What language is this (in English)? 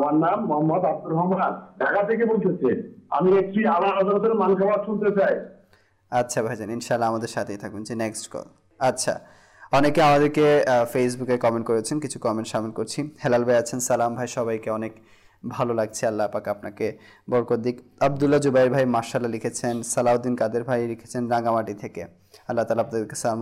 Bangla